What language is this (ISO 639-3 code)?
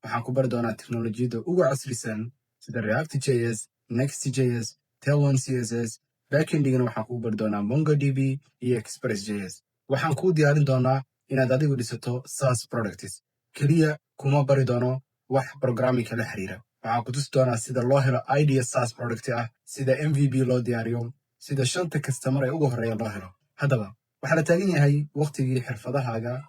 som